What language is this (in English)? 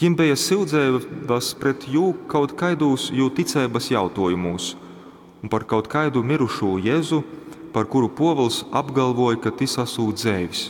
Latgalian